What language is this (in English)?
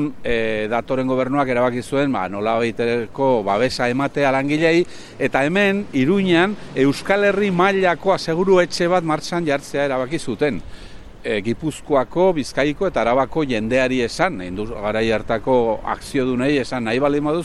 Basque